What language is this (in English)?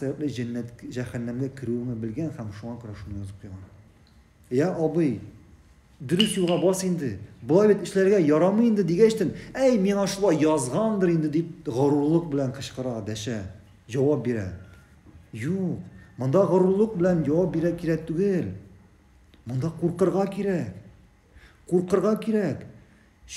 Tatar